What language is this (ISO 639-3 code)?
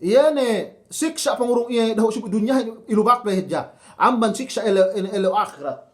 yka